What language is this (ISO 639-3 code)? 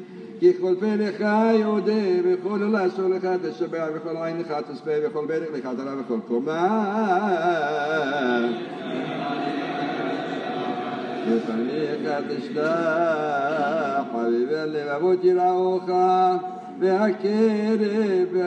heb